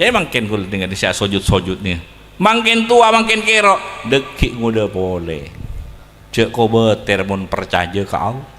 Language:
Madurese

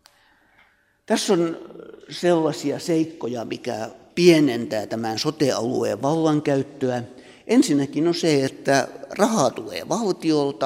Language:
Finnish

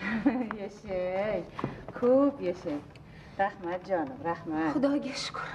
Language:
Uzbek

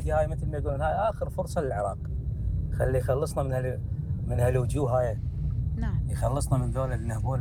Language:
Mesopotamian Arabic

